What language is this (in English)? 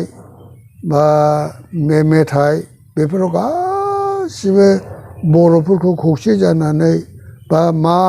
Bodo